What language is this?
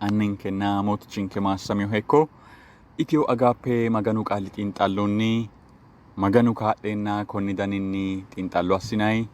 Sidamo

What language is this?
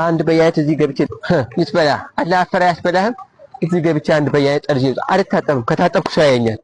Amharic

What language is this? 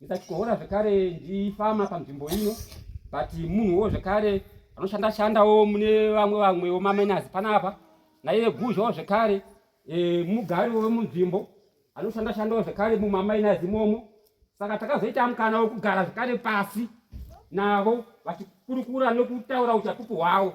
Shona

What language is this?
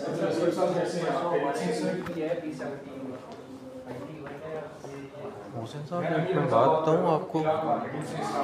Hindi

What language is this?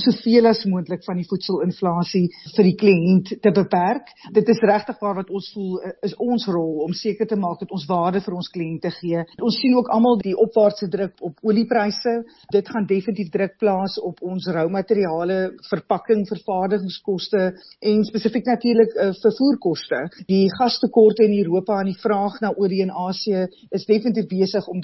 Afrikaans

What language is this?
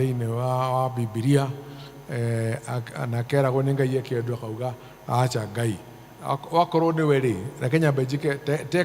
Kikuyu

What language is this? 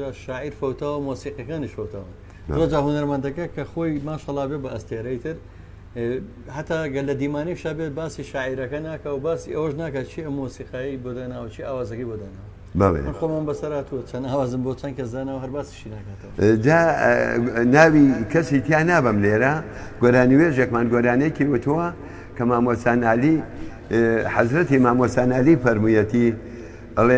Central Kurdish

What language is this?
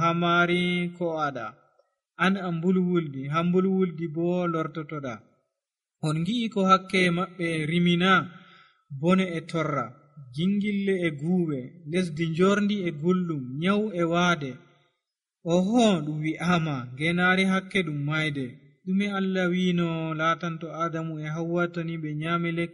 Nigerian Fulfulde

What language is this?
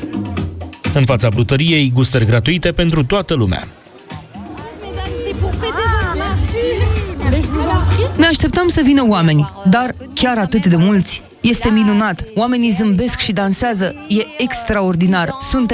Romanian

